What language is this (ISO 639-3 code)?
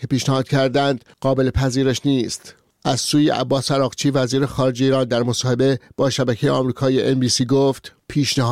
fas